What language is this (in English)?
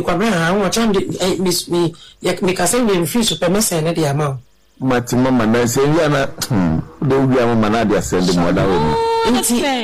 Akan